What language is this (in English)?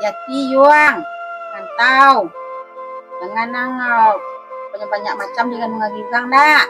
Minangkabau